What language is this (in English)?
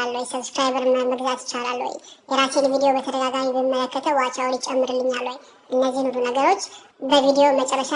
Amharic